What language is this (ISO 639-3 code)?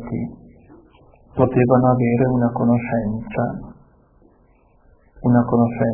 ita